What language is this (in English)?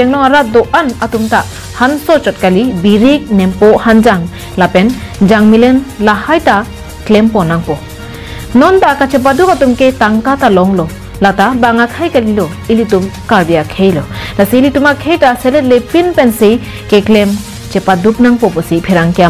Karbi